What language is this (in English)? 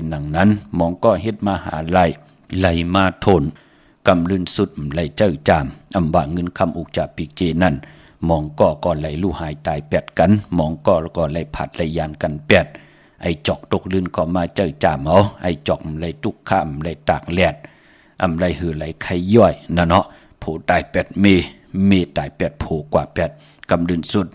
Shan